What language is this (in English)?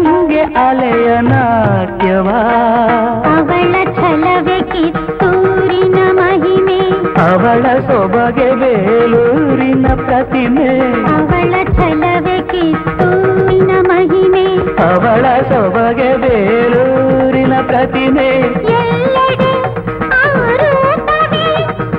Kannada